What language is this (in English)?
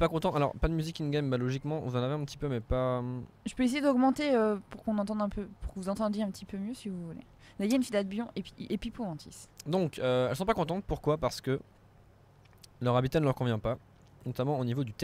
French